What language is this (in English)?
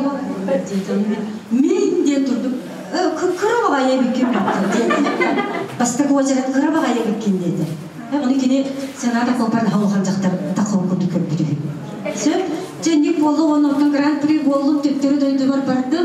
Yakut